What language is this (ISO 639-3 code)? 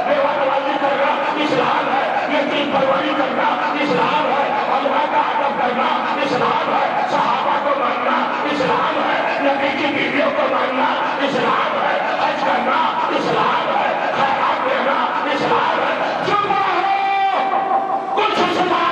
urd